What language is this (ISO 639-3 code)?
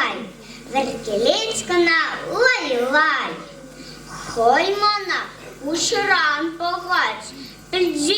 chv